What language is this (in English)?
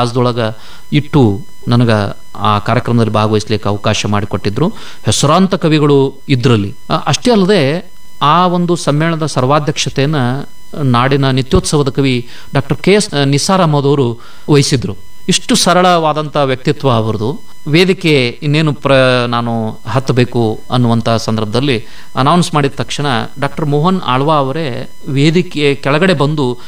Kannada